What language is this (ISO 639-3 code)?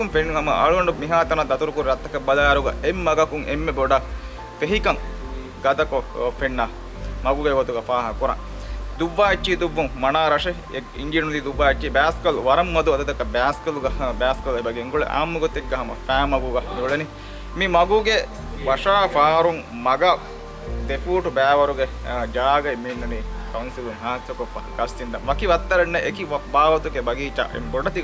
div